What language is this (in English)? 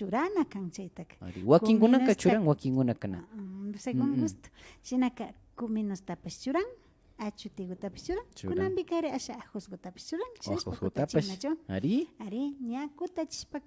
Imbabura Highland Quichua